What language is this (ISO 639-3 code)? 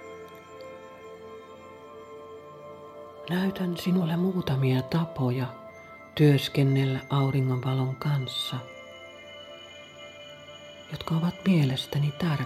fin